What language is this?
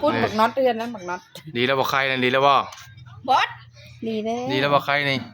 Northeastern Thai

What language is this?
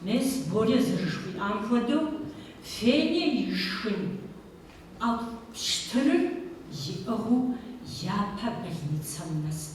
Kabardian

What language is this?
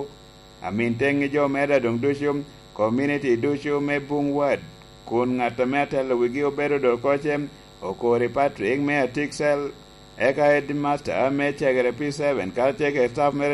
Lango (Uganda)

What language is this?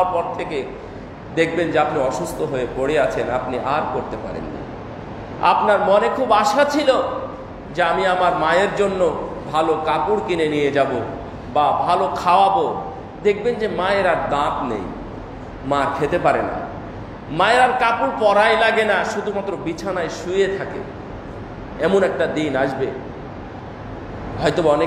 Bangla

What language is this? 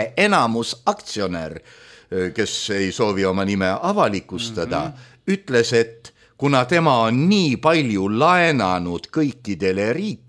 Estonian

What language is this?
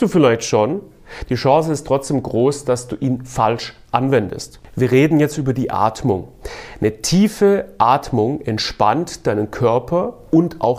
German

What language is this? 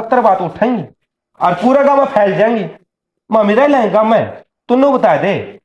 Haryanvi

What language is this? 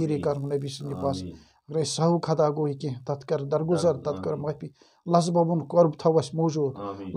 Kashmiri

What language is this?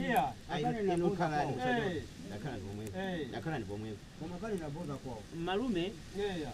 Nyanja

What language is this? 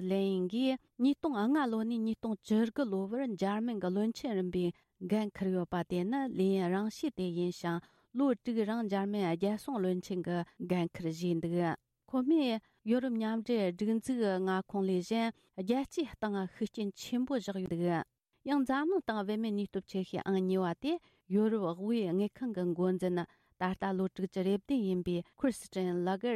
Tibetan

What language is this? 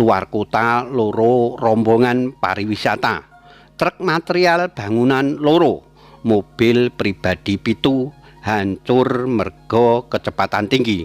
Javanese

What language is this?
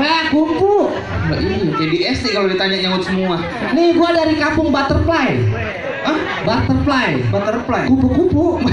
Betawi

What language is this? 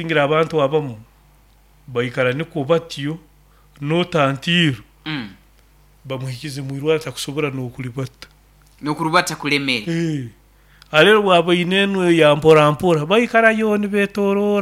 Nyoro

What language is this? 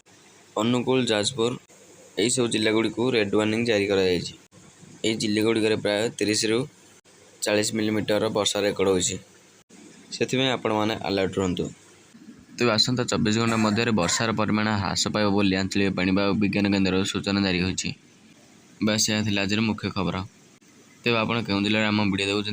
Odia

